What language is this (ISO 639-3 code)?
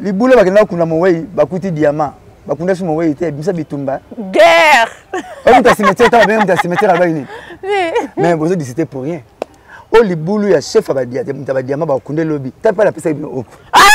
lin